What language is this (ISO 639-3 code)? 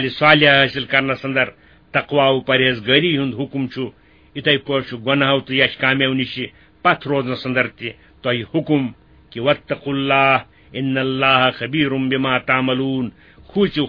kas